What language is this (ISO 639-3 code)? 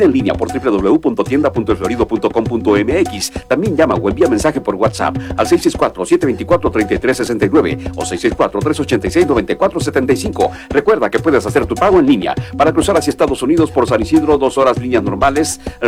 spa